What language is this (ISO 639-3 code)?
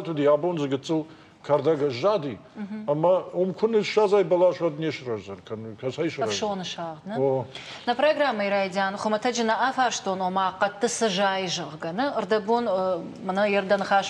oss